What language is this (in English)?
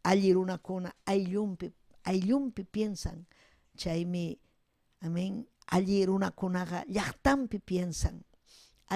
Ayacucho Quechua